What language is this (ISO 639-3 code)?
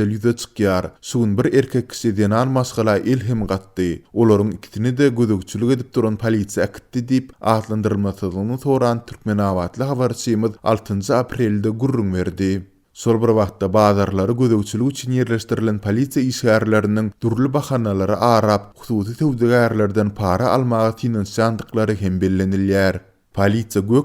tuk